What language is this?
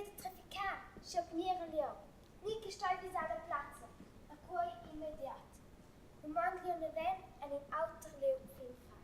Romansh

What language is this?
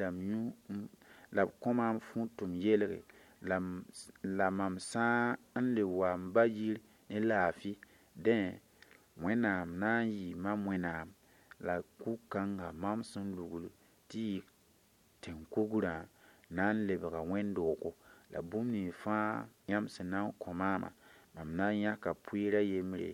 Mossi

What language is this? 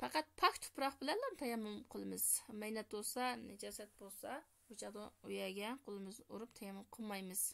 Uyghur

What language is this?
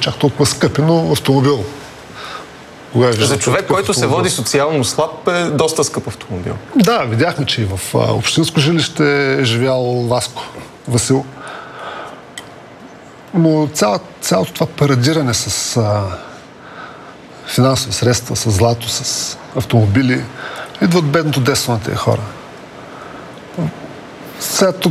Bulgarian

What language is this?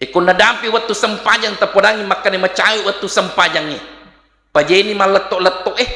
Buginese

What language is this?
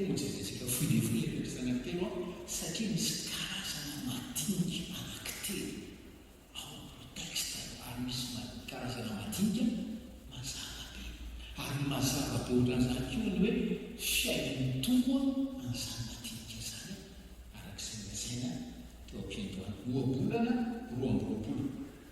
Malagasy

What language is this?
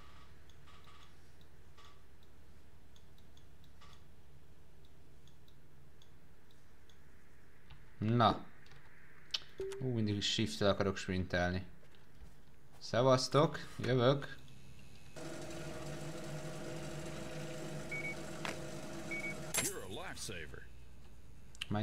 Hungarian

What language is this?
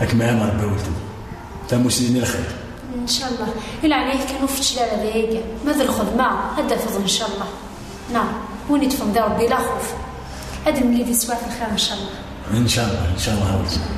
Kabyle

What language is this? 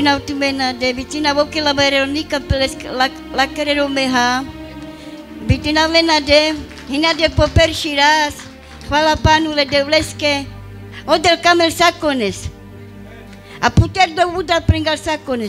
Carpathian Romani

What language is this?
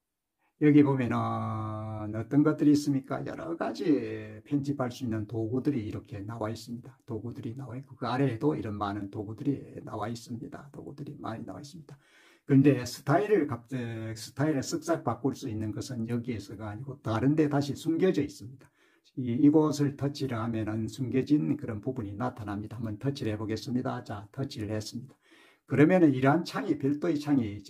Korean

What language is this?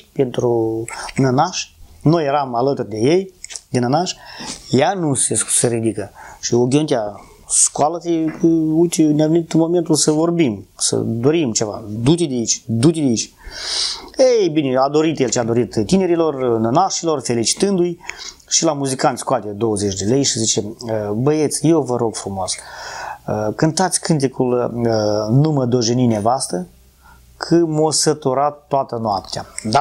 Romanian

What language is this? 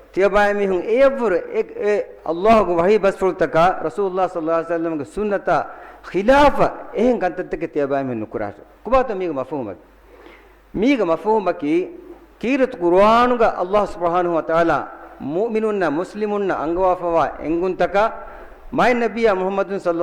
Divehi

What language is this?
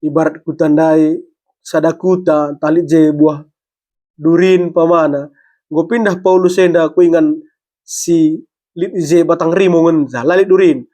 Batak Karo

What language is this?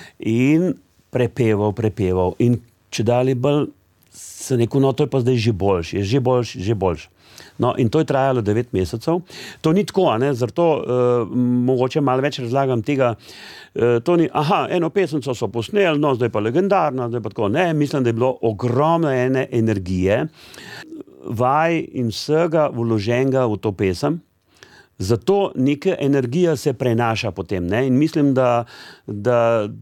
Slovenian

